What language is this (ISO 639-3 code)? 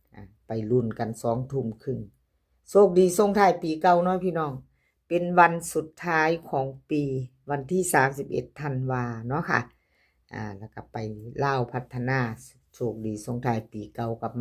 tts